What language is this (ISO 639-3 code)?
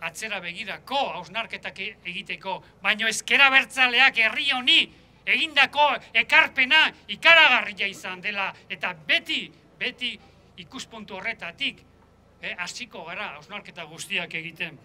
eus